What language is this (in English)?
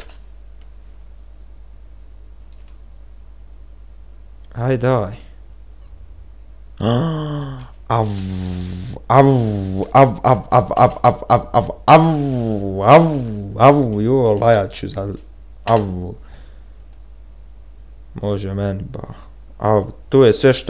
Bosnian